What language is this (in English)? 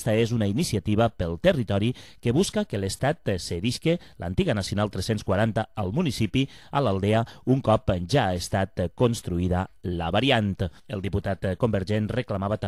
Catalan